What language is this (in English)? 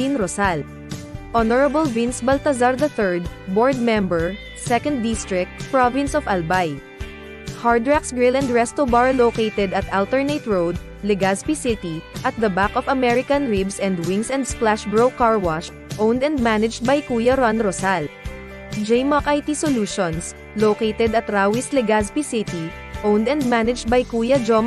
Bikol